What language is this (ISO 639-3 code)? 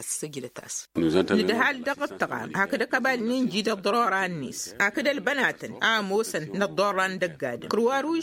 taq